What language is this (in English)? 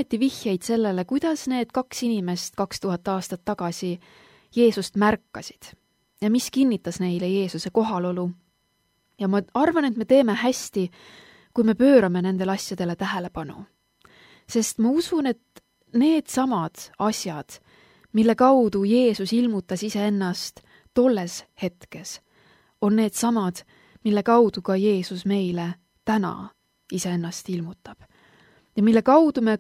Estonian